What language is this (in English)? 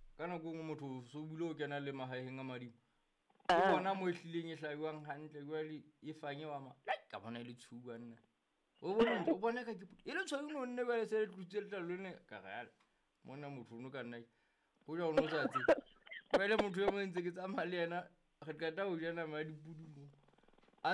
Southern Sotho